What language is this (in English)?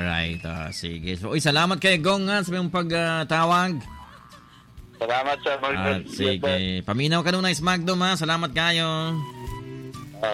Cebuano